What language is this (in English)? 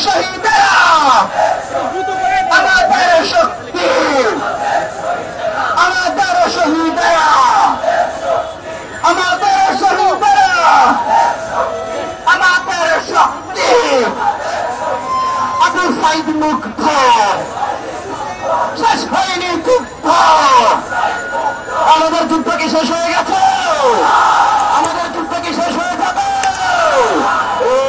Bangla